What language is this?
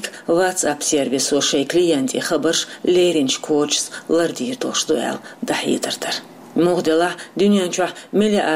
Chechen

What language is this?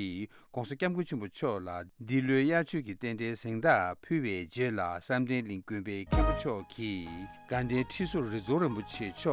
Tibetan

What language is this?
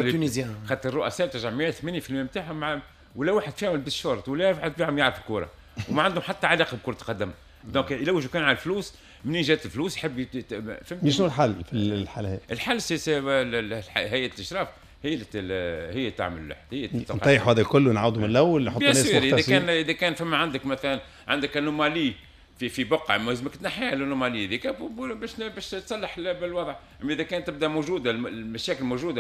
Tunisian Arabic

